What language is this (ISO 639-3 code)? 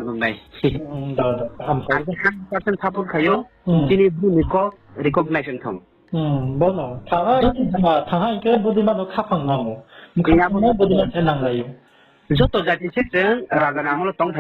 ria